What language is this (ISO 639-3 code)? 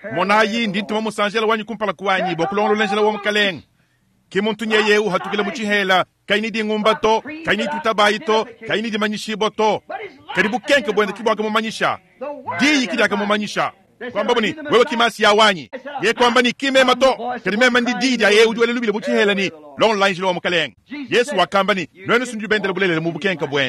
lua